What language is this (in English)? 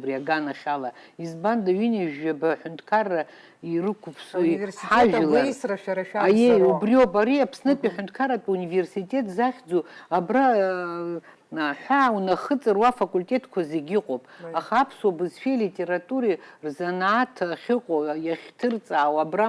Abkhazian